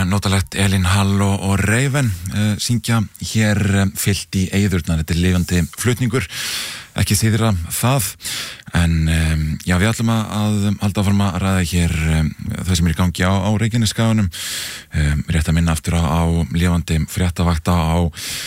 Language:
Icelandic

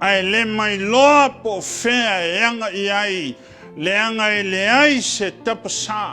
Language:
Samoan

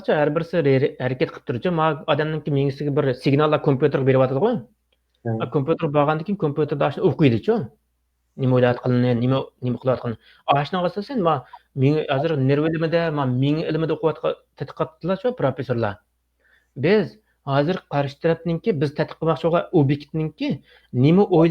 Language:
Uyghur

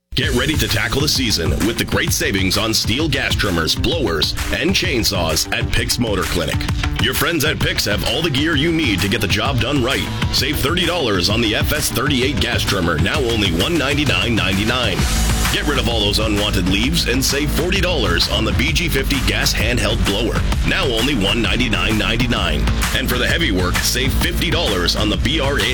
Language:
English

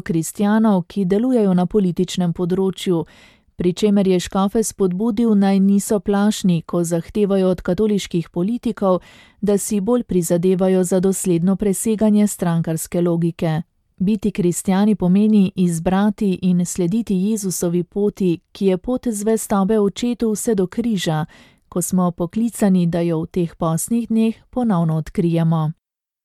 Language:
Slovenian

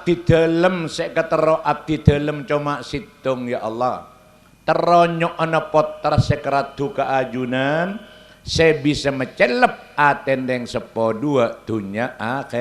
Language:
Madurese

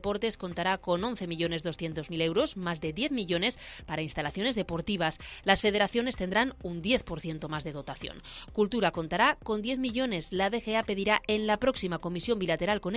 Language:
Spanish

